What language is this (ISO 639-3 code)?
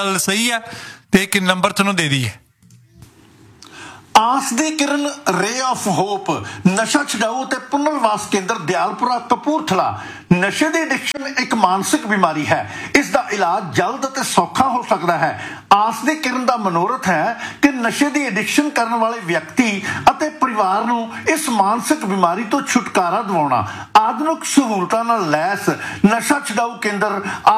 pan